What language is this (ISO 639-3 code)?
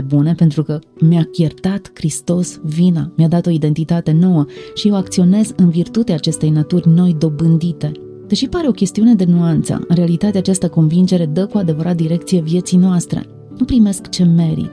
ron